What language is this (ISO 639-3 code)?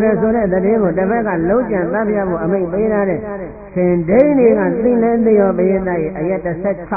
mya